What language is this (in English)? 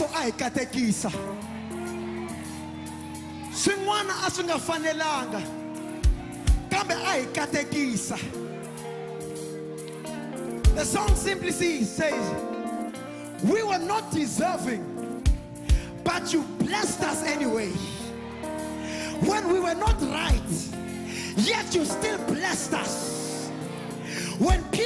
Tsonga